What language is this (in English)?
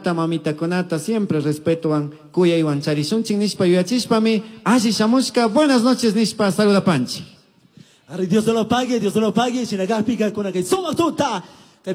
Chimborazo Highland Quichua